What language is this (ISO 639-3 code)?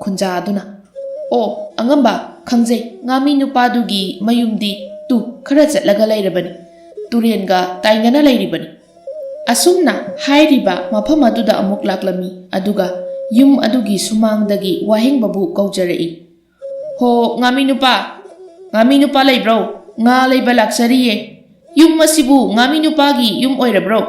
mni